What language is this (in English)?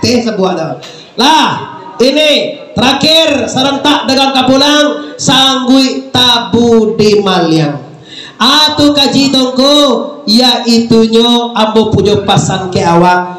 Minangkabau